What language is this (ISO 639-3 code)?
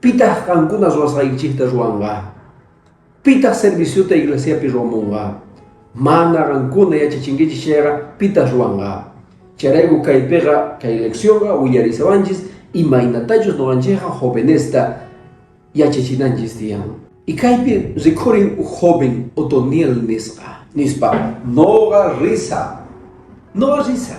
que